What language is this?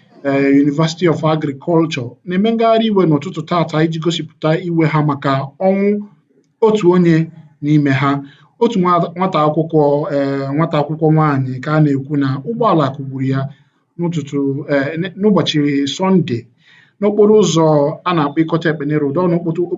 Igbo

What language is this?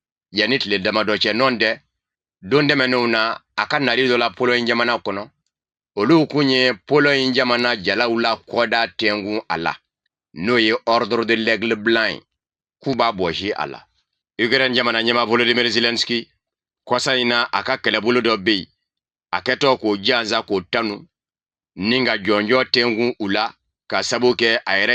Bambara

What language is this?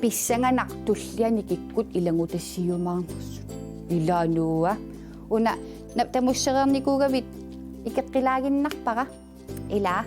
Kalaallisut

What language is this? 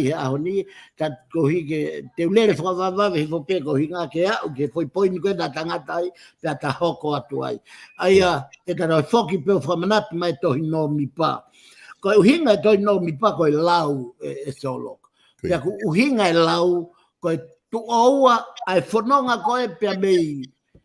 Tongan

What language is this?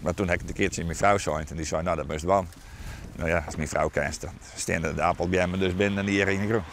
Western Frisian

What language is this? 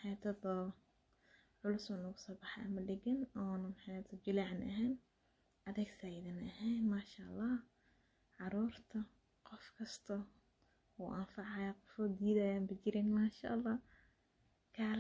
Somali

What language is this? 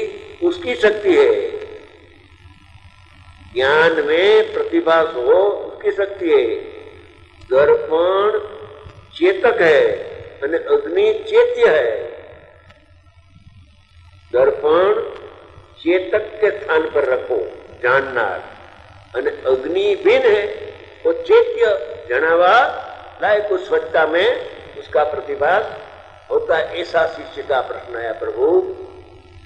Gujarati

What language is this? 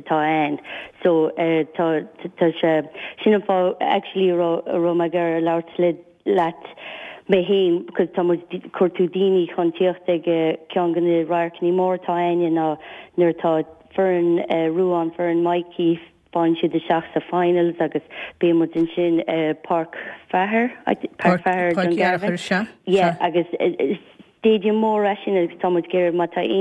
Irish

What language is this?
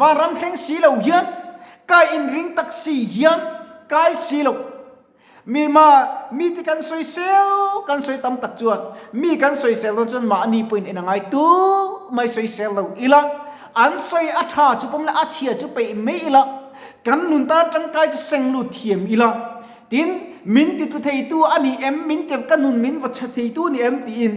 Mizo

